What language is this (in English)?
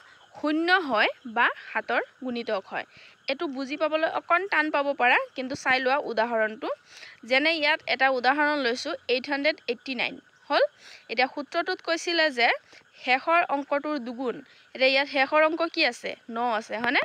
Assamese